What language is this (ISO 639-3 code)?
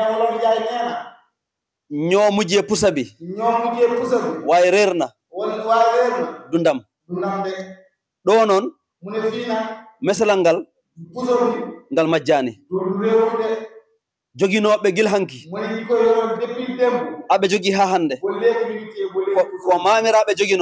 ful